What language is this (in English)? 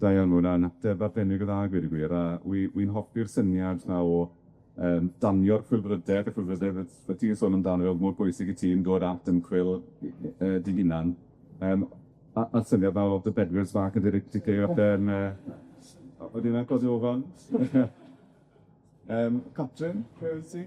Welsh